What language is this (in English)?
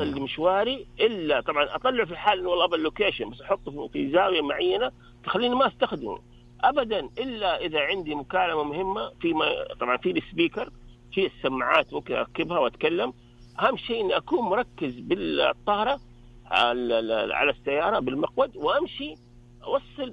Najdi Arabic